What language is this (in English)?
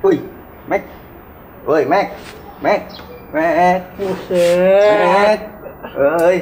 Betawi